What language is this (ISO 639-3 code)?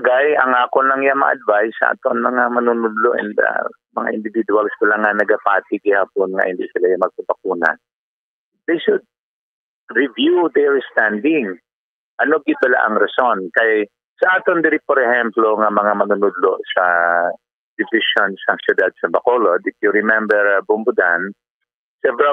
hil